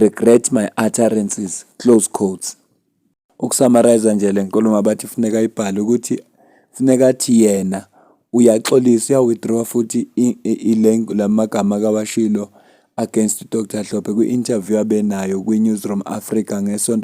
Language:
Zulu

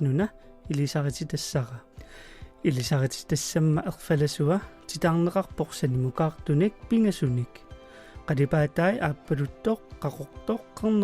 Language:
Kalaallisut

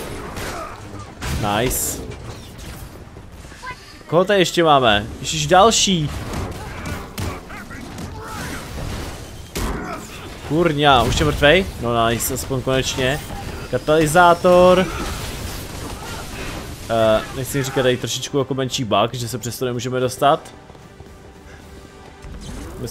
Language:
Czech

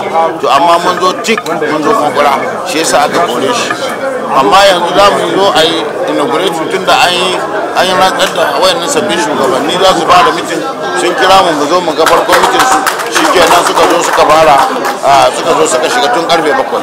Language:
Hausa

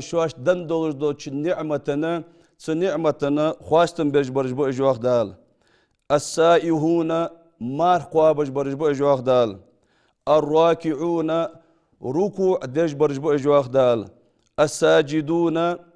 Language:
Ingush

